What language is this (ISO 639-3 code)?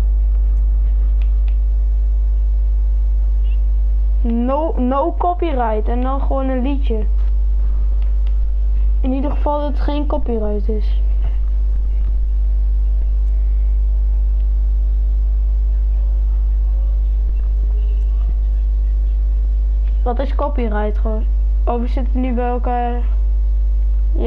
nld